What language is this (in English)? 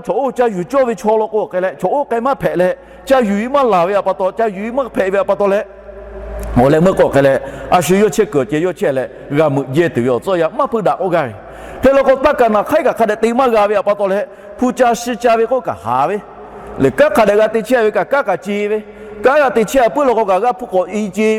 Lahu